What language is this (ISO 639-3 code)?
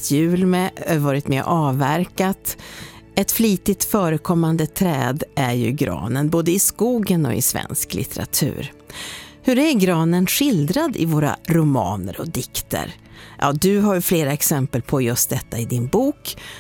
swe